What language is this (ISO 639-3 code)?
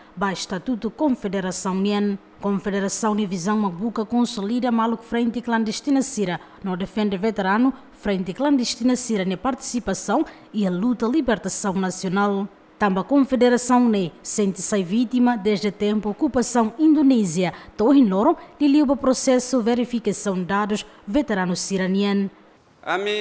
tet